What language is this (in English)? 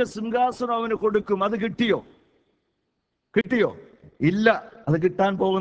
Malayalam